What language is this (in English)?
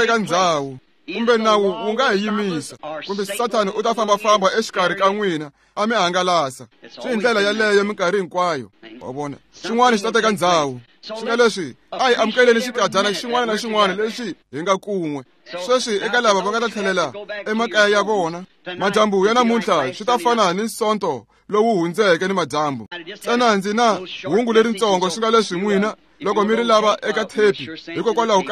Tsonga